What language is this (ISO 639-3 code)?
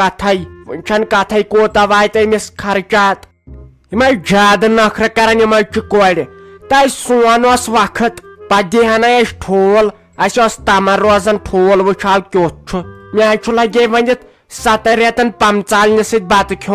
kas